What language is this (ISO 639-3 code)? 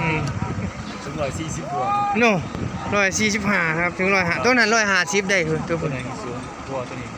tts